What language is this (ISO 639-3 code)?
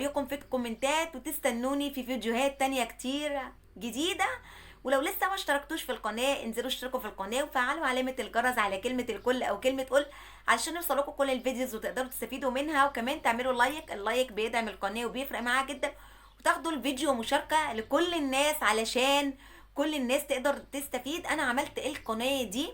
arz